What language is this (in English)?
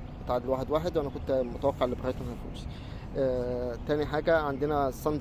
Egyptian Arabic